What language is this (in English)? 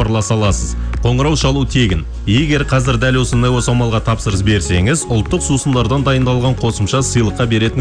Kazakh